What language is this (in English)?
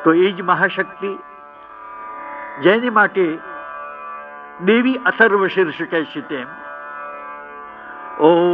Gujarati